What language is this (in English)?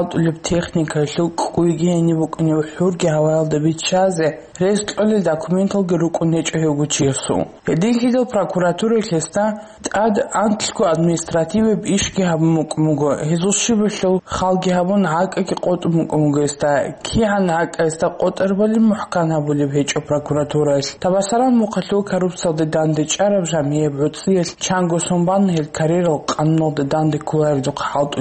Avaric